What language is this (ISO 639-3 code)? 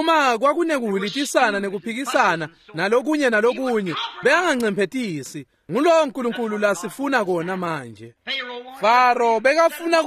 ssw